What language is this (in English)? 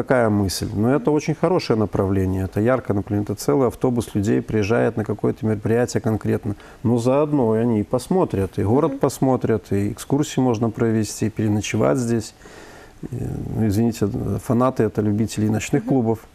Russian